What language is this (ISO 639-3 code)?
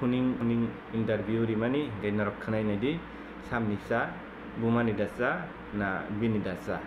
trp